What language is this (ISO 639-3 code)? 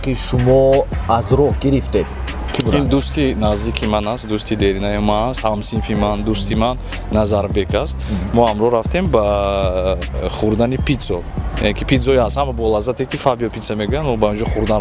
tgk